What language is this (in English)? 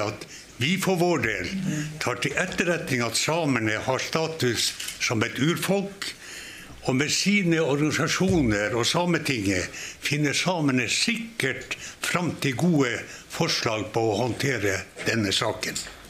Norwegian